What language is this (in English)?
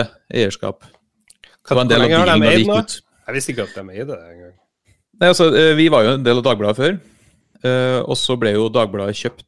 Norwegian